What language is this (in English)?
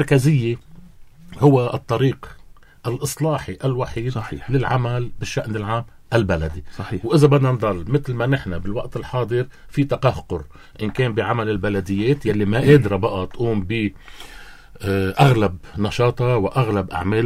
North Levantine Arabic